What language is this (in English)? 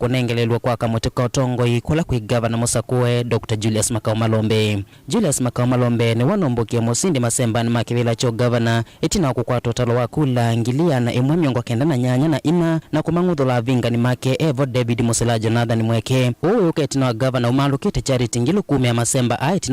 Kamba